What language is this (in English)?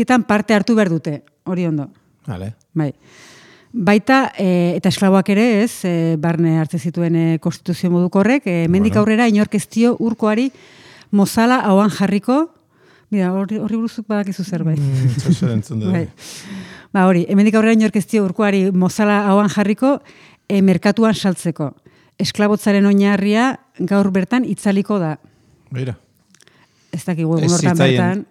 Basque